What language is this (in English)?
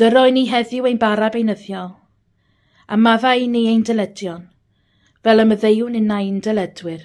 Welsh